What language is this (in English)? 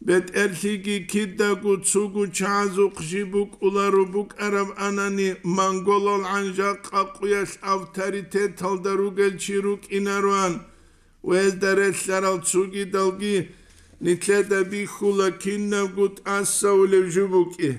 Avaric